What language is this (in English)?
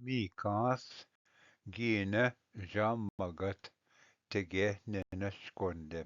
Ojibwa